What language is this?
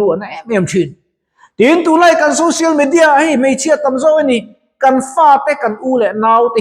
Mizo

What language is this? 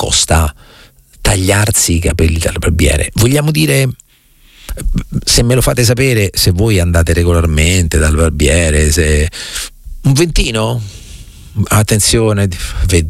Italian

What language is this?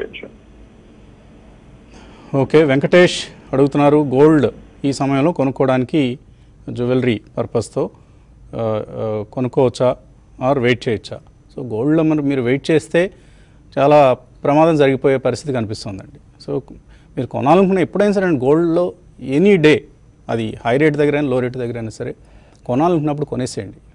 Telugu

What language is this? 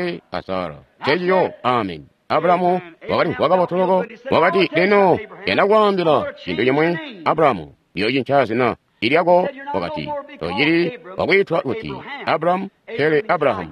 Tonga (Zambia)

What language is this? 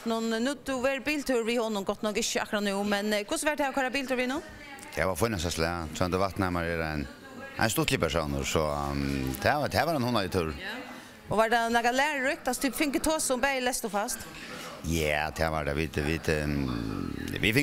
Faroese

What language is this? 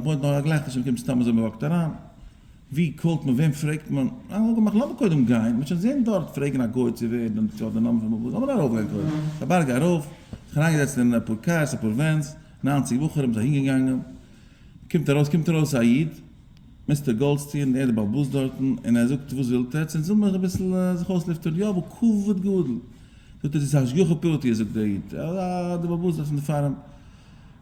Yiddish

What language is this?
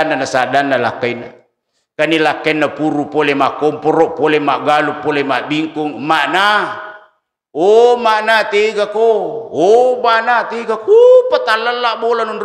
Buginese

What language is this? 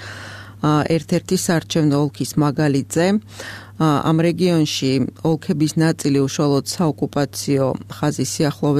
Georgian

